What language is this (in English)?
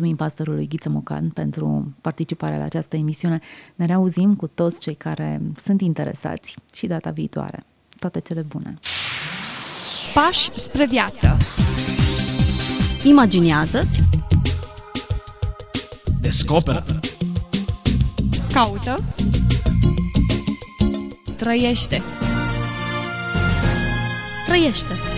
Romanian